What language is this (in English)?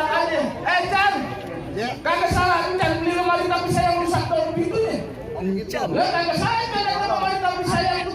Betawi